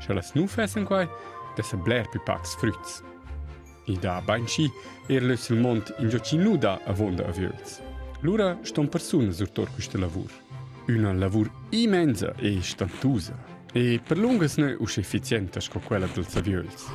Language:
Romansh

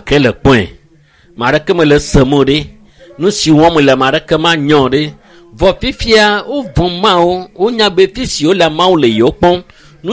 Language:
Ewe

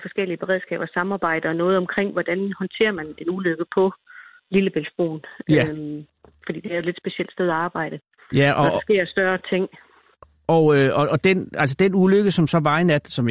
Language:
Danish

